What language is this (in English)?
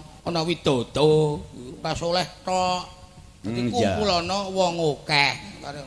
Javanese